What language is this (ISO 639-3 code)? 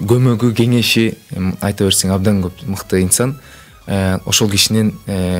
kir